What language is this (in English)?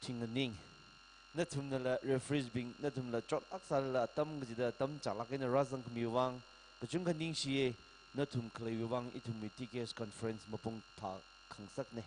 Tangkhul Naga (India)